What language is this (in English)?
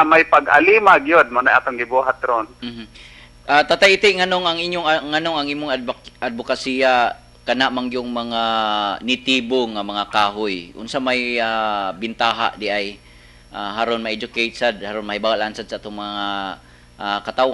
Cebuano